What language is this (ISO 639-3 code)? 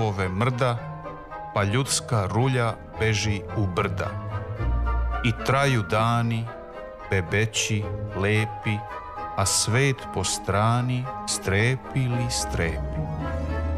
srp